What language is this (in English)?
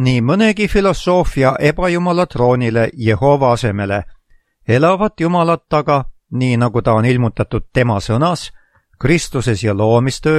Estonian